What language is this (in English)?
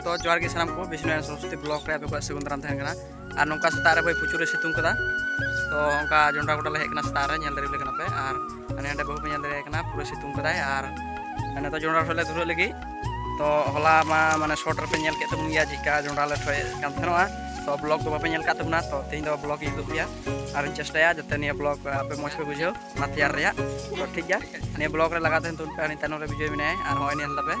Santali